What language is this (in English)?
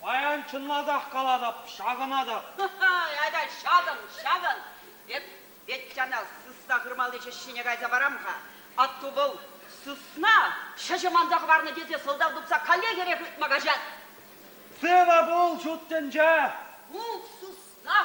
Chuvash